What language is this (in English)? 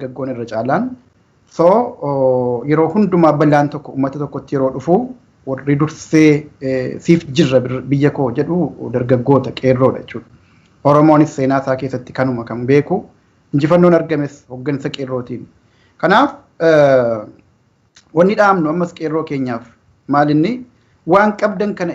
Oromo